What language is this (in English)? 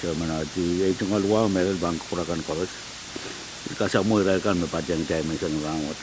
Pohnpeian